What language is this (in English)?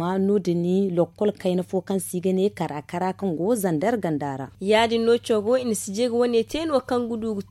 Zarma